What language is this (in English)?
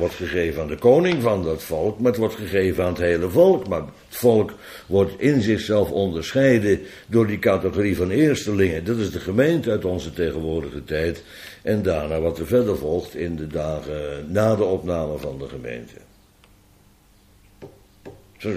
Dutch